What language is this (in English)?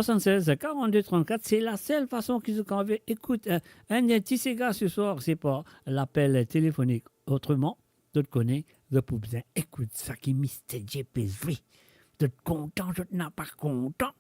Morisyen